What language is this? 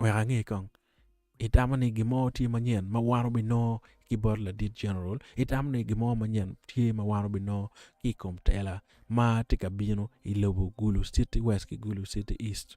Acoli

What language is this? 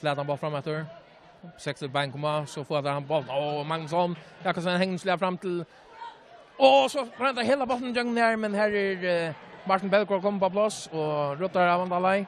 Faroese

